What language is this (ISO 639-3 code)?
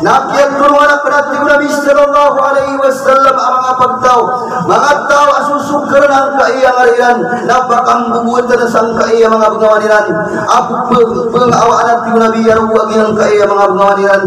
mrw